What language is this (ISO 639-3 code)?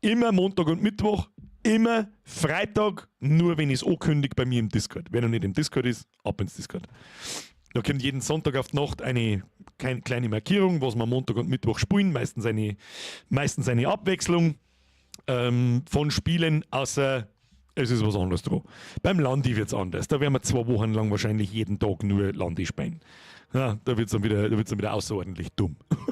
bar